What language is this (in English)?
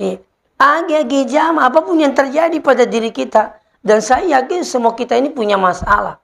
Buginese